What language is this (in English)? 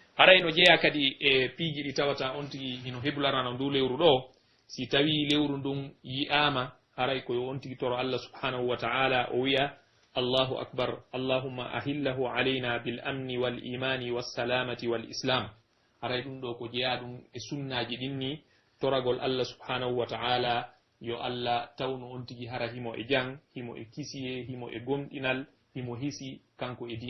Pular